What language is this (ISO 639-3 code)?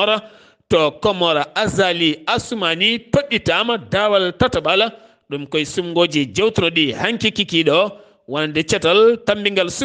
ful